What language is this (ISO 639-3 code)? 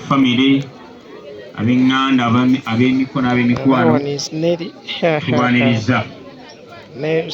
lug